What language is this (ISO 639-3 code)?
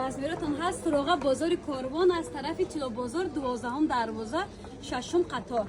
tgk